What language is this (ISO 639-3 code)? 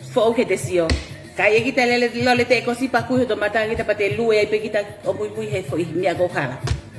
ton